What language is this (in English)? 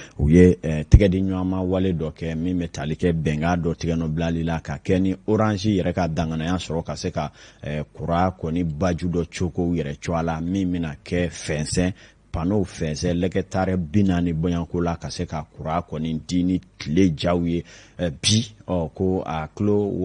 Bambara